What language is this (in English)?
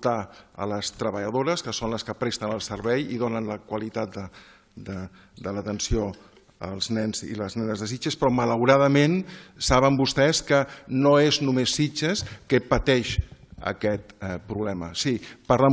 Catalan